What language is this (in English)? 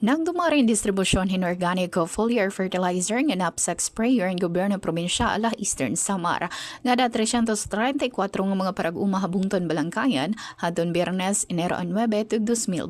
Waray